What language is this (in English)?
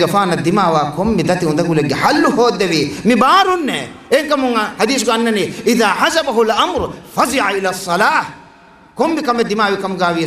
Divehi